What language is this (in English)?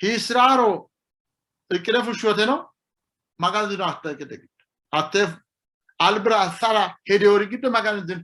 Sidamo